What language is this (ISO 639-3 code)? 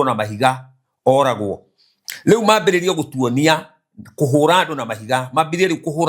kik